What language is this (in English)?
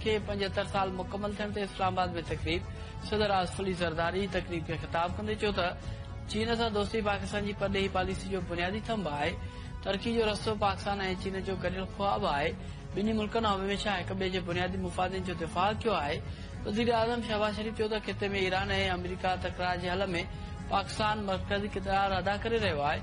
Sindhi